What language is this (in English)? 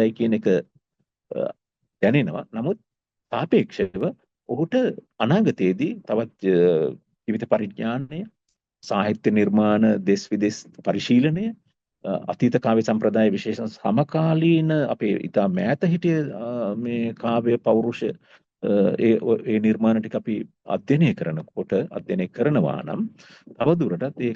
Sinhala